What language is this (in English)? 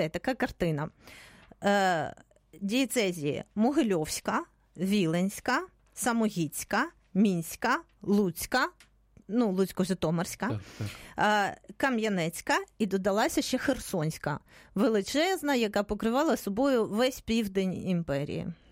Ukrainian